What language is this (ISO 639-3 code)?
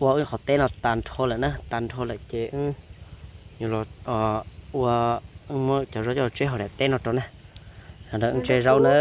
hmn